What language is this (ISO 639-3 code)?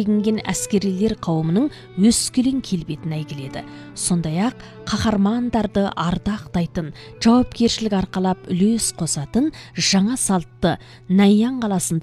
kaz